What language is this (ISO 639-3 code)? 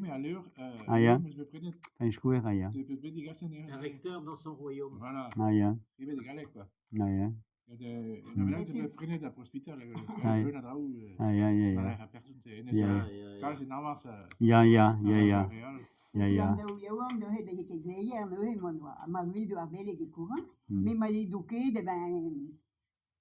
bre